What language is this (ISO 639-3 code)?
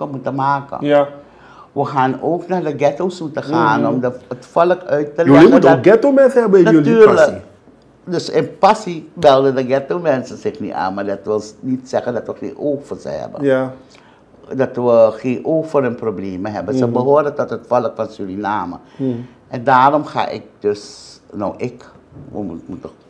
nld